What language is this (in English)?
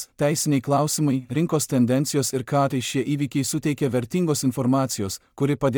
Lithuanian